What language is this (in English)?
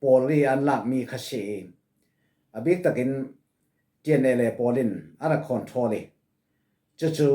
Falam Chin